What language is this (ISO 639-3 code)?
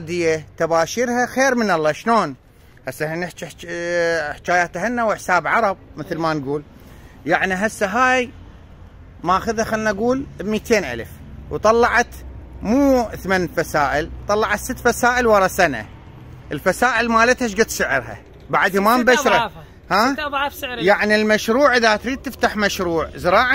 acm